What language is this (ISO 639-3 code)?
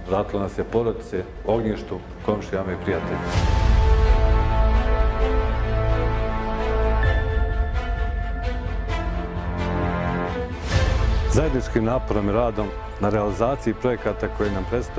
srp